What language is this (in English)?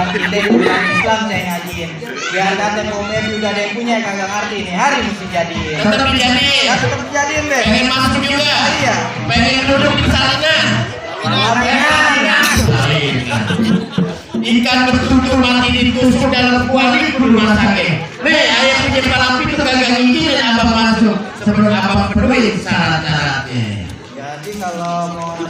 Betawi